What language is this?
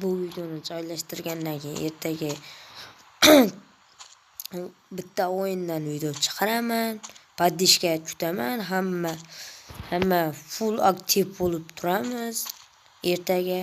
Uzbek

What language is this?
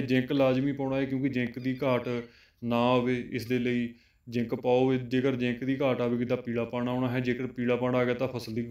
Punjabi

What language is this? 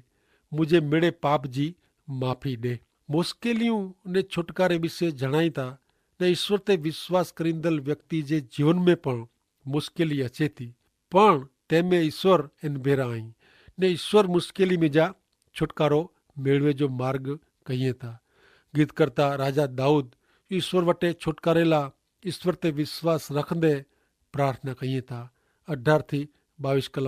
Kachhi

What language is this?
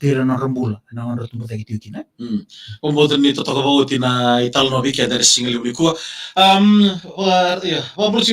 Fijian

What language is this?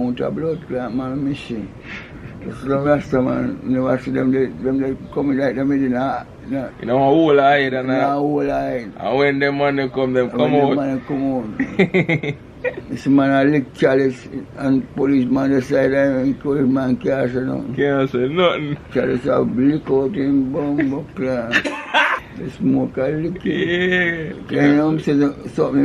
Jamaican Creole English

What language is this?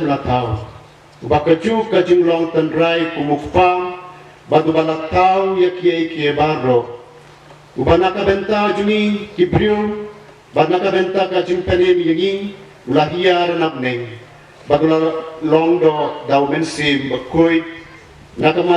Khasi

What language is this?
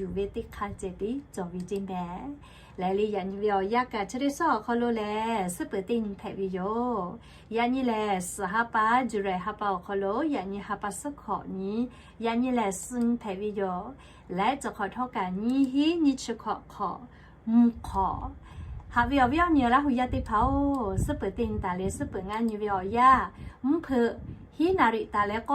Lahu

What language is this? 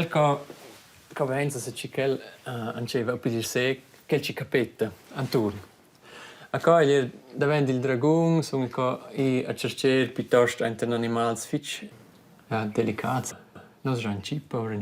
Romansh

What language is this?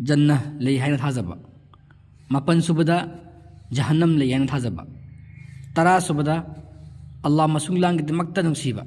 Manipuri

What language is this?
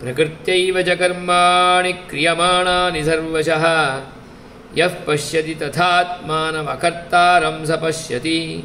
Sanskrit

